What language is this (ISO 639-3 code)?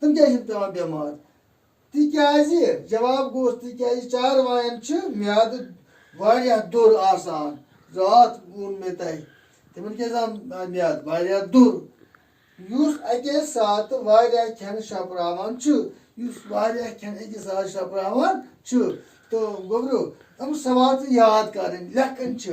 kas